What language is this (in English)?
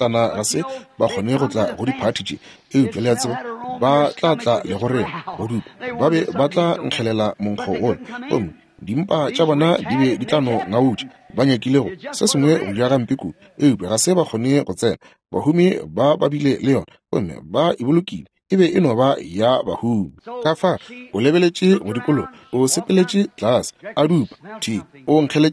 Northern Sotho